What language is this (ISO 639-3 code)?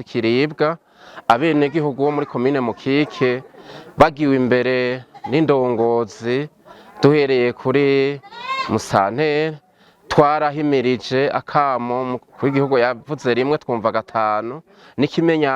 run